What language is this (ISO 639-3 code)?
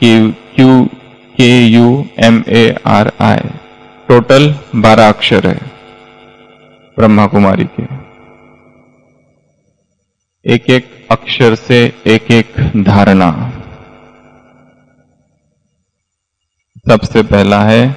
hin